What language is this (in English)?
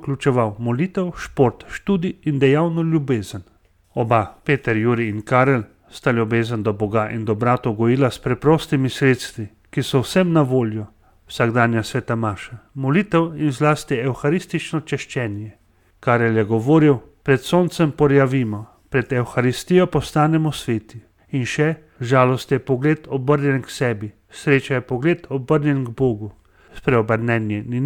Slovenian